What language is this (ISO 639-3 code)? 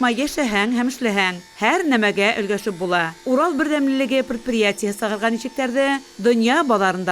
bak